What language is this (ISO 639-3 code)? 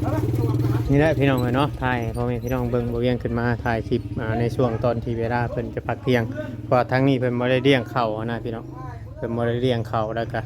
tts